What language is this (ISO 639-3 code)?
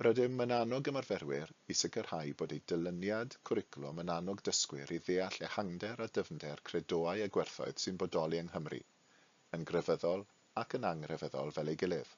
cym